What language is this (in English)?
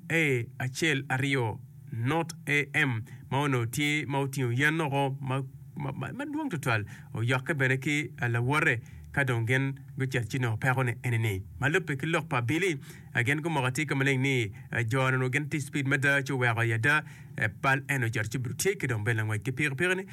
Acoli